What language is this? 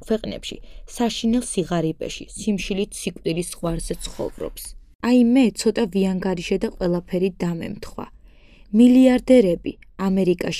Georgian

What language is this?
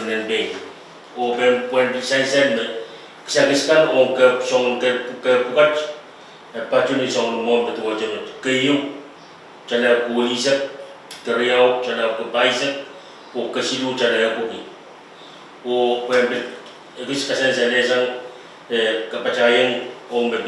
Pohnpeian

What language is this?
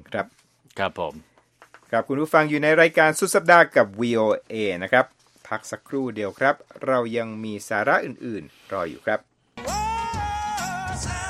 Thai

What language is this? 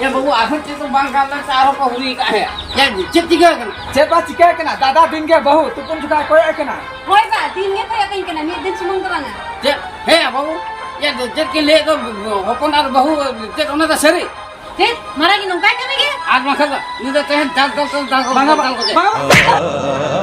Santali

